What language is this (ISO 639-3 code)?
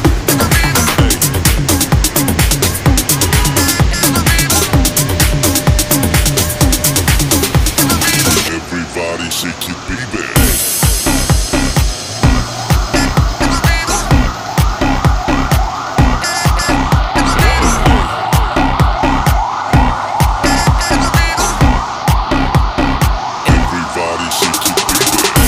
fil